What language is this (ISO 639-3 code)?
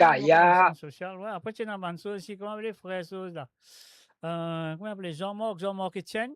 mfe